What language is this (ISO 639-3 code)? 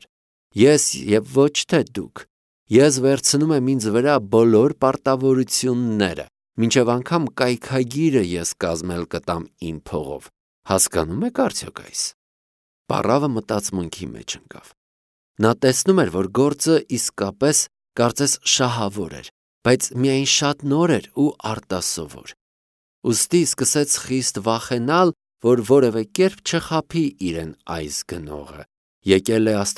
hye